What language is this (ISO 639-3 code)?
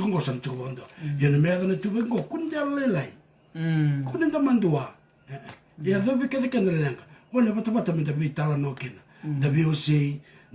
fij